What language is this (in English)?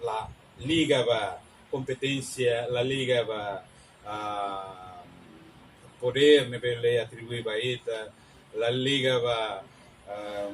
Tetum